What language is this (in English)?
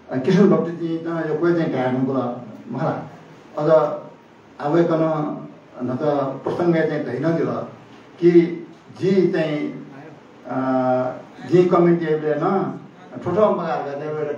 Newari